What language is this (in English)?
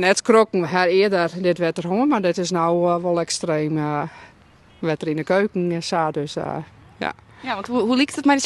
Western Frisian